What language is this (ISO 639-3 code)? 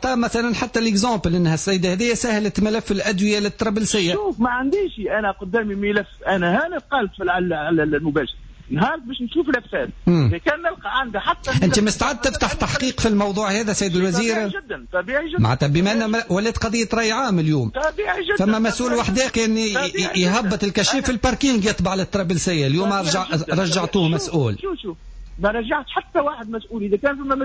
aeb